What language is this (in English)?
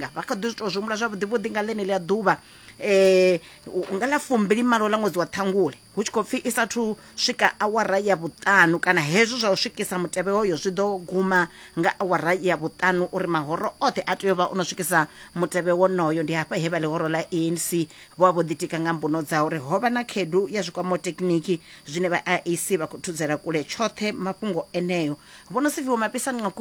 Venda